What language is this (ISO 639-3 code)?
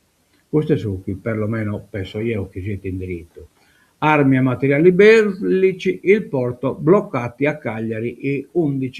srd